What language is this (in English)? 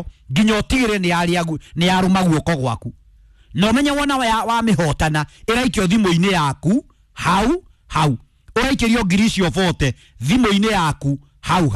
Kikuyu